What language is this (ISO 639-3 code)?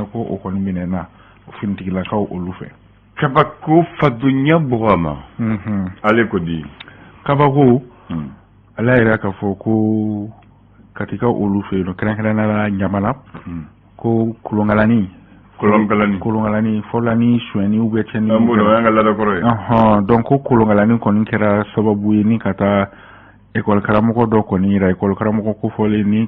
bam